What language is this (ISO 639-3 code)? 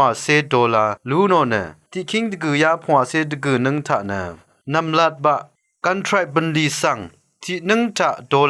raw